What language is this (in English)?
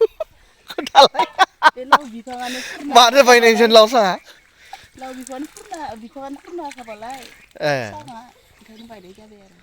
Bodo